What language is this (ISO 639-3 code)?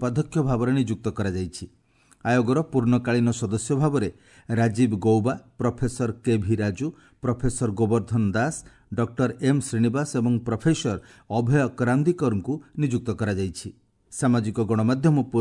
ori